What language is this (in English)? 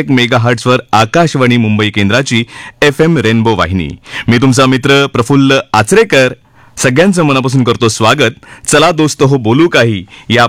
Marathi